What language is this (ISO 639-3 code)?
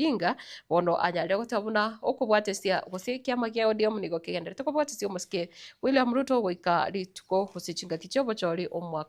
guz